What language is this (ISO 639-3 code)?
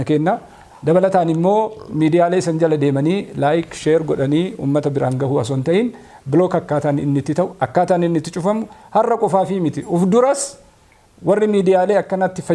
orm